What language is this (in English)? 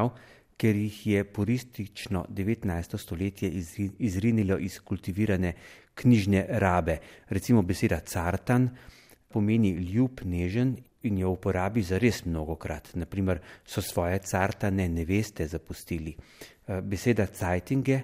Slovenian